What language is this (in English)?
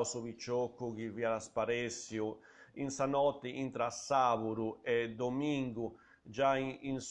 Sardinian